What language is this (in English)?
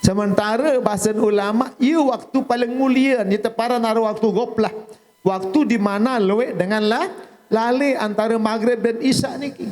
Sasak